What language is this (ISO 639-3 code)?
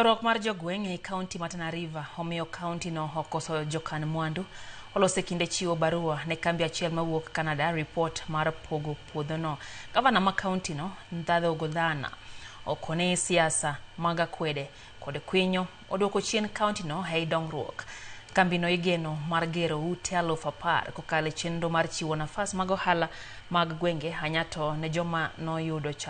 luo